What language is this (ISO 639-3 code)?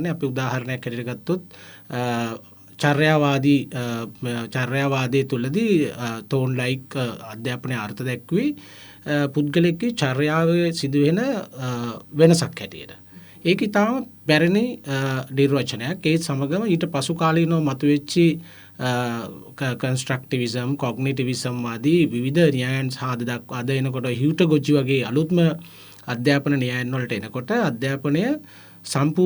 sin